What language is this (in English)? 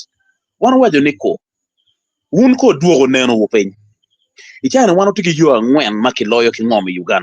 Acoli